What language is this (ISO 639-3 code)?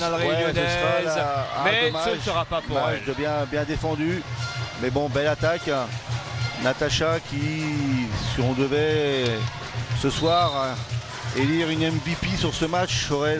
fra